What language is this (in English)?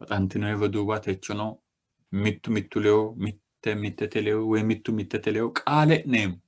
Sidamo